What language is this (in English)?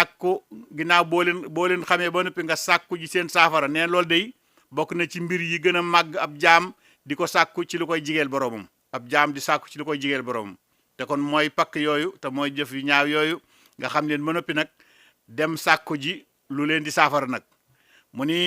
Wolof